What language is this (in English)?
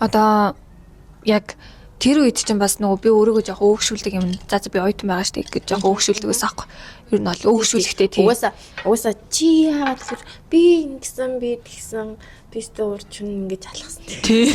Mongolian